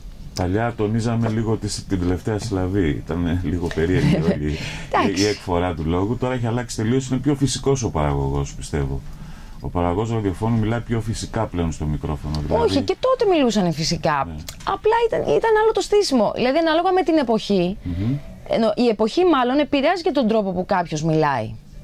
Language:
Greek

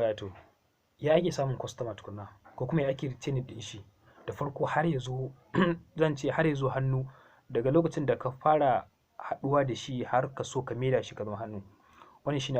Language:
Hausa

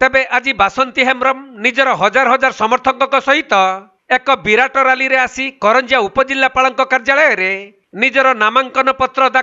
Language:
Odia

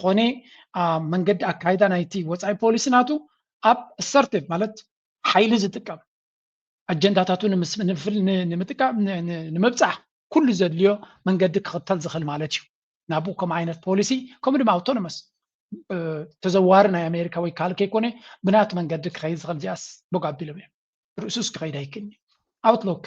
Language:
Tigrinya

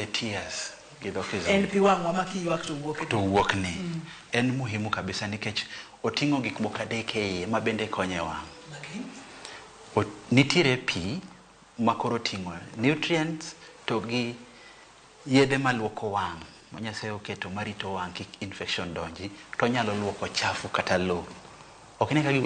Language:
Luo (Kenya and Tanzania)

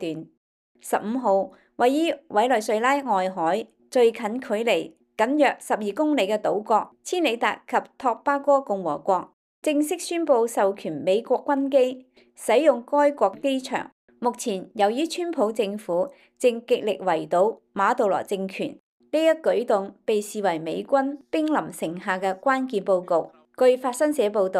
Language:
Cantonese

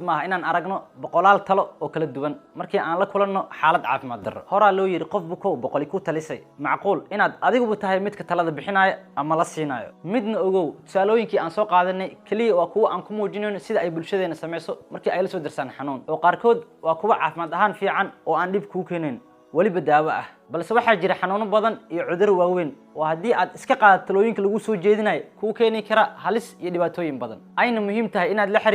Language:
Somali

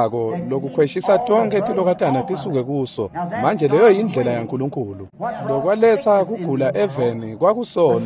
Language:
Swati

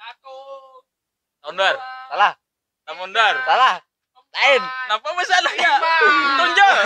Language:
Banjar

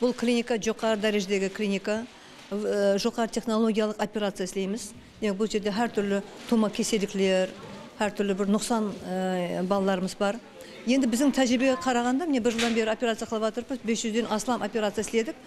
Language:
Kara-Kalpak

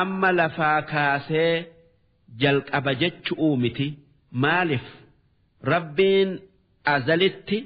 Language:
Oromo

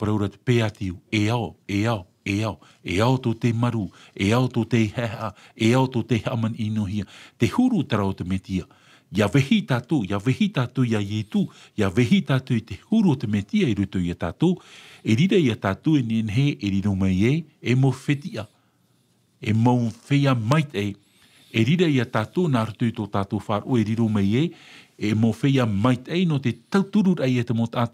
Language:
Tahitian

